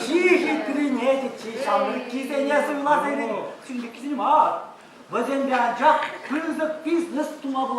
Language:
Chuvash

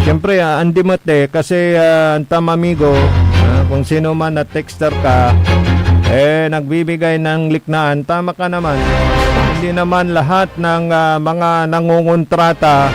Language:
Pangasinan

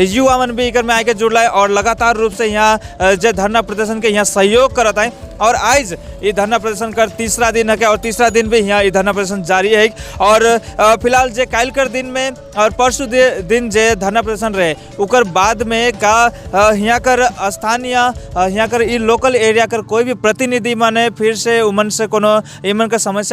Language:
Sadri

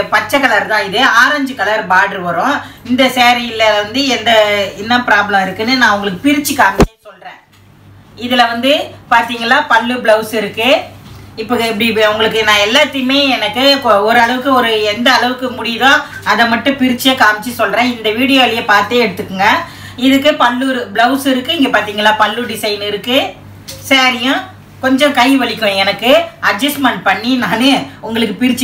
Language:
Tamil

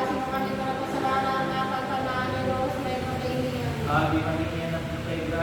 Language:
Pangasinan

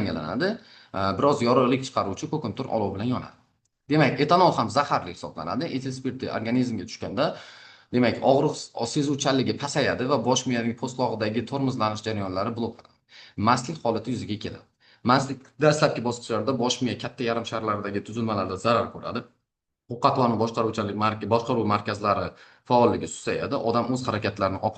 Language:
Uzbek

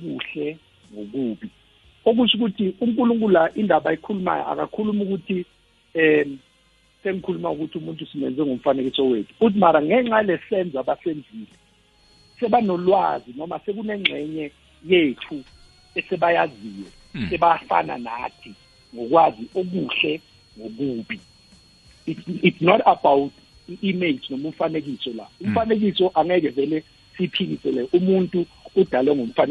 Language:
South Ndebele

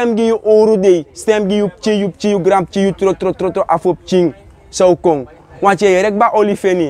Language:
Sranan Tongo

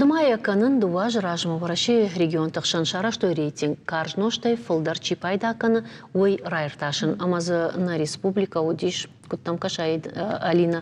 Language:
Ossetic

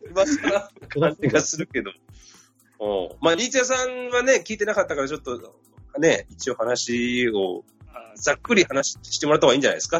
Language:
Japanese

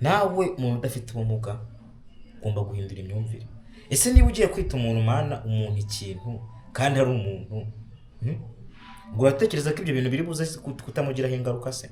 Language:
Kinyarwanda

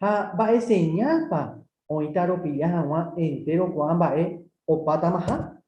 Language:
Guarani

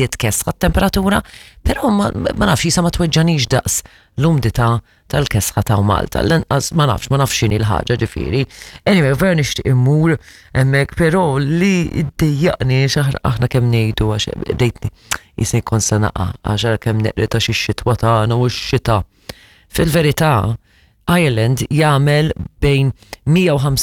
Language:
Maltese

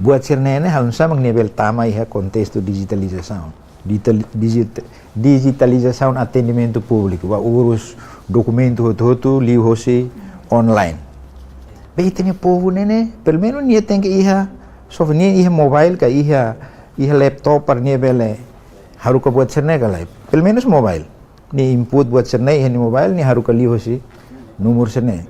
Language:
Tetum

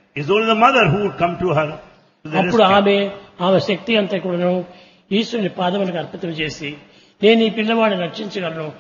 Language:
Telugu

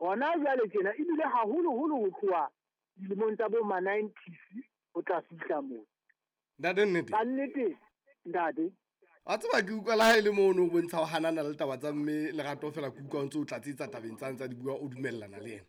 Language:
Southern Sotho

